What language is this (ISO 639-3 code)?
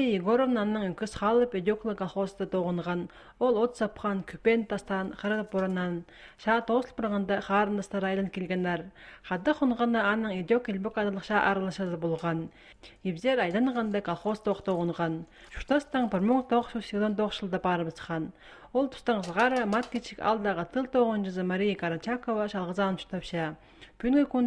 kjh